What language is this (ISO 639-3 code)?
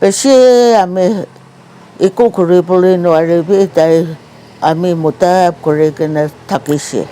nag